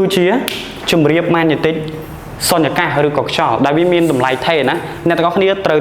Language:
Khmer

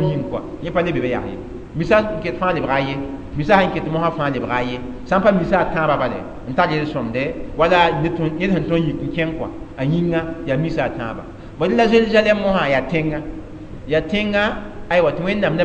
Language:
Mossi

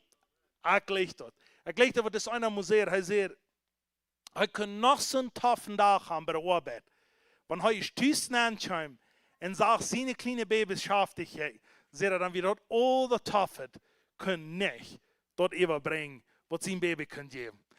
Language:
Plautdietsch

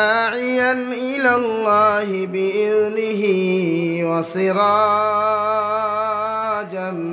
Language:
Sylheti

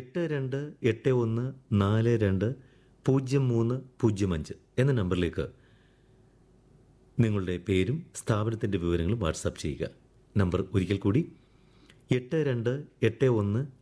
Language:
Malayalam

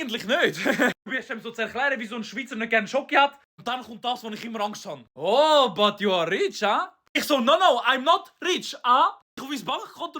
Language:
Swiss German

